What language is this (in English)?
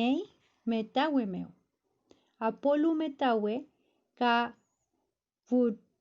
Mapuche